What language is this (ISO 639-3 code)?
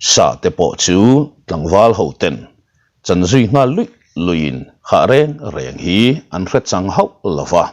lus